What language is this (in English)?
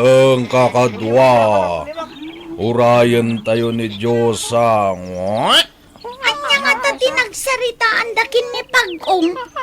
Iloko